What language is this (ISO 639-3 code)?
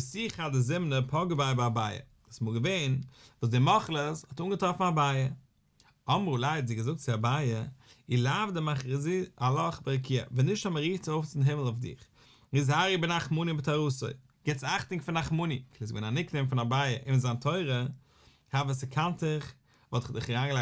yid